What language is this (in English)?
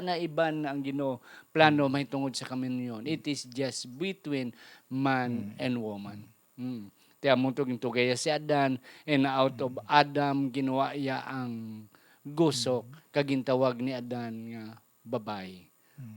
Hiligaynon